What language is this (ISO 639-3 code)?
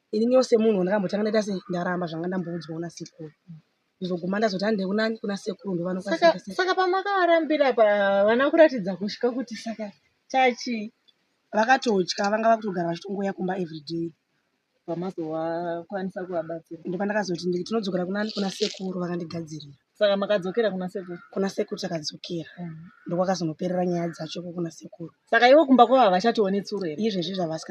sna